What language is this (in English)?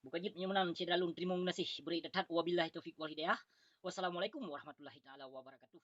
Achinese